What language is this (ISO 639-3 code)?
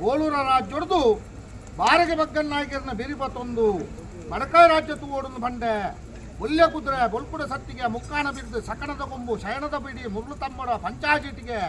tcy